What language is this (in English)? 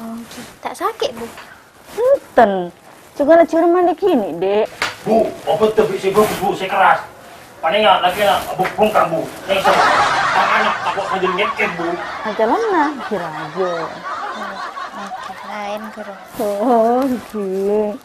Madurese